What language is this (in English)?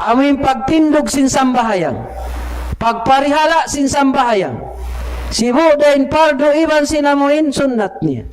Tausug